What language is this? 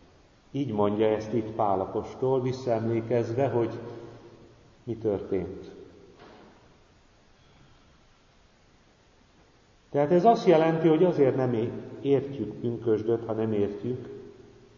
Hungarian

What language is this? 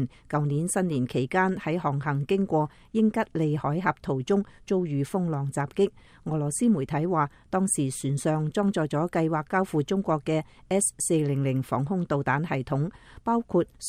Cantonese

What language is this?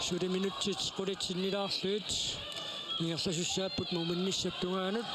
Kalaallisut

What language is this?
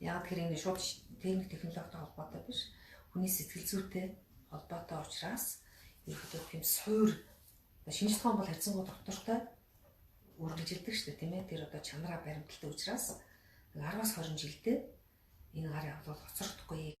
Mongolian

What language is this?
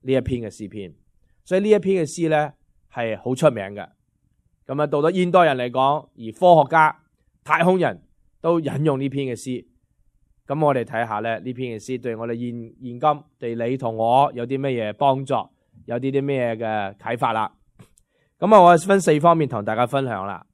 Cantonese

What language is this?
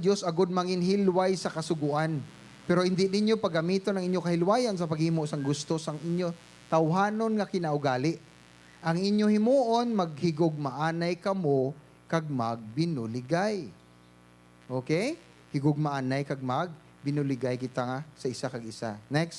Hiligaynon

